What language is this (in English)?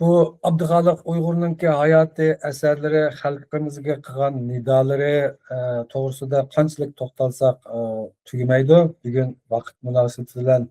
Uyghur